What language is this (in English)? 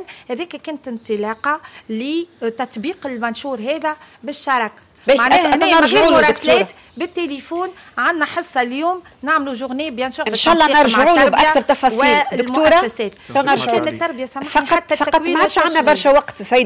Tunisian Arabic